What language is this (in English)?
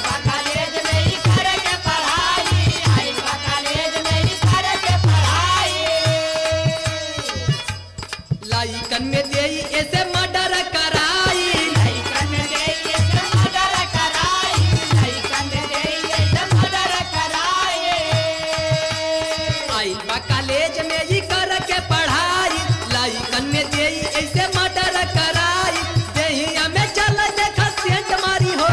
Bhojpuri